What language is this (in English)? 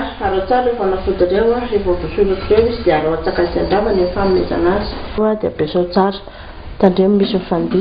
Malagasy